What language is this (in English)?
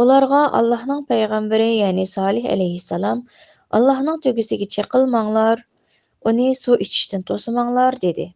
Uyghur